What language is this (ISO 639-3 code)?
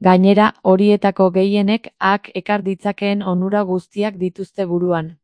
eus